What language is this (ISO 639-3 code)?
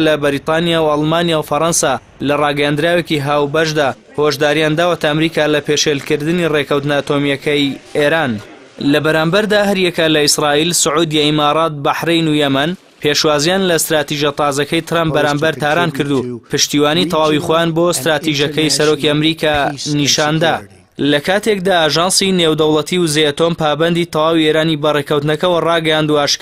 ckb